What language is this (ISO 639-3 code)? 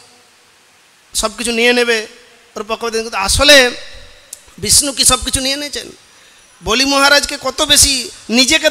ben